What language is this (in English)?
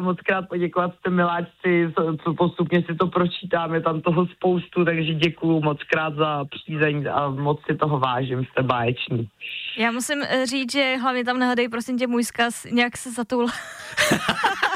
Czech